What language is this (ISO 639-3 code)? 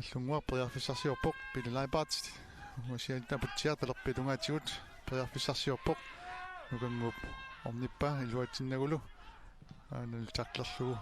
kal